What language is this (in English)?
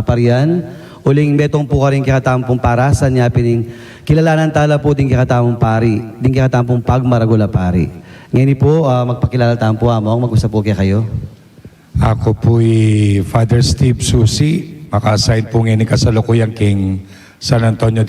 Pampanga